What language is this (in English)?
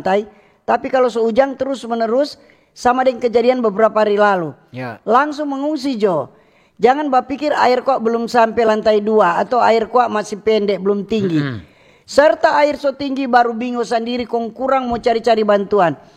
Manado Malay